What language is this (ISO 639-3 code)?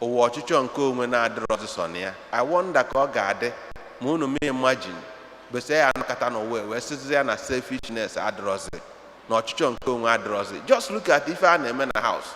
ibo